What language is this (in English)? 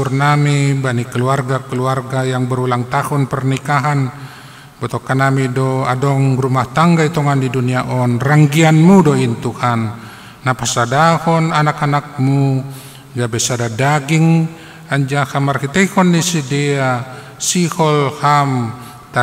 Batak Simalungun